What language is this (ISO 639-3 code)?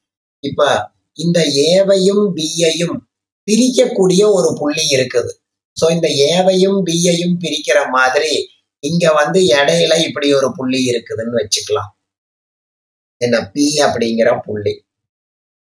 tam